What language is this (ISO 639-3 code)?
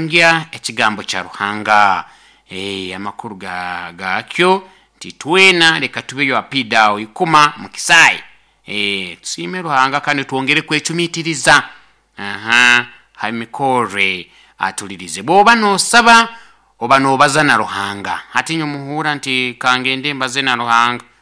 nyo